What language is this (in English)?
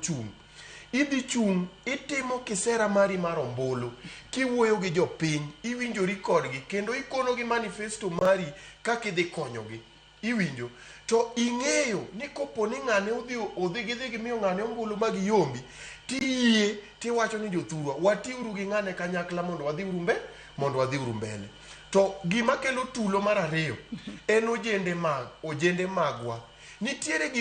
Luo (Kenya and Tanzania)